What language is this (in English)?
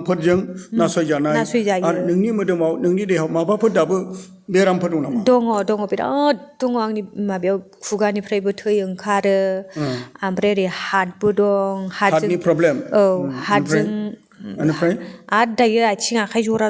Bodo